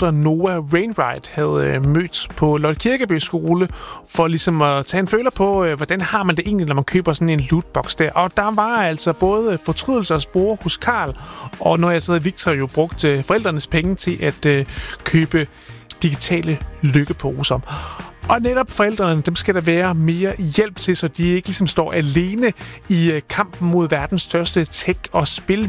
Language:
Danish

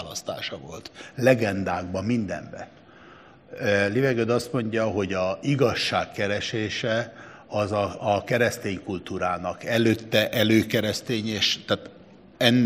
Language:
Hungarian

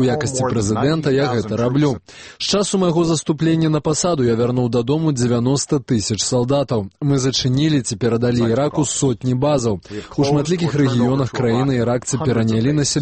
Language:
Belarusian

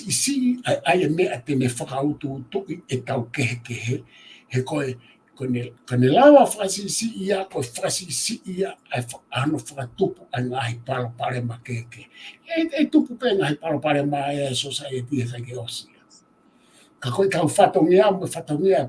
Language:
Tongan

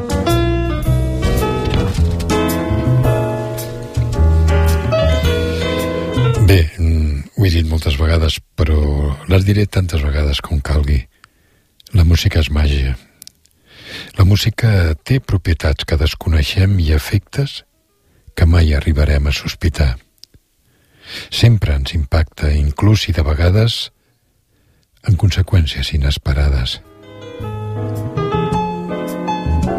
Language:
Catalan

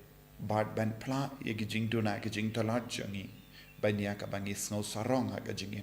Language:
Khasi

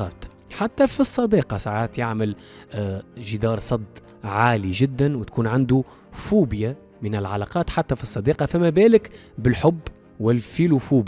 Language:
Tunisian Arabic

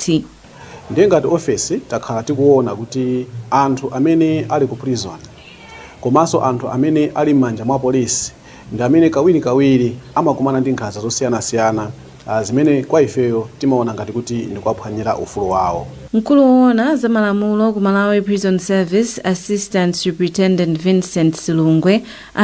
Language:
Nyanja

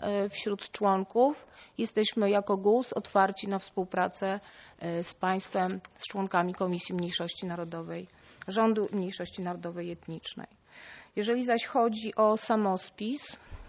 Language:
Polish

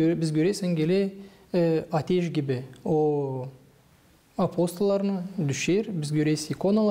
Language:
Gagauz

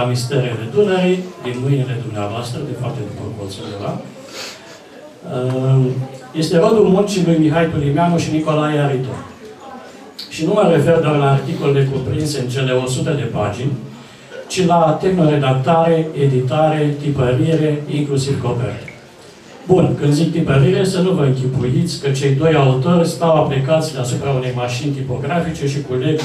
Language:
Romanian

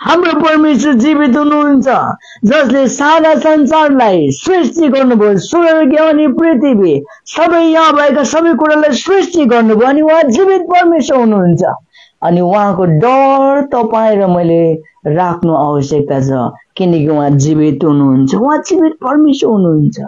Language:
Nepali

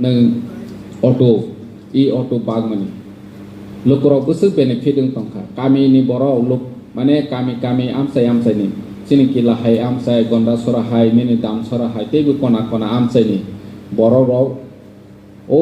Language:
Kok Borok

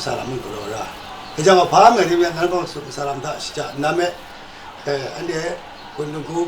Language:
Kachin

